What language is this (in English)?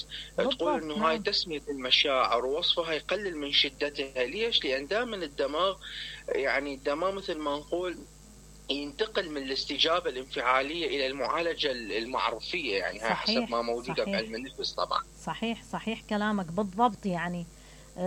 Mesopotamian Arabic